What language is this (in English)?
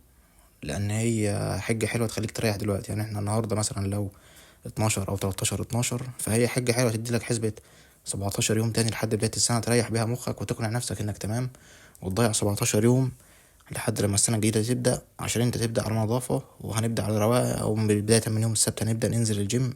Egyptian Arabic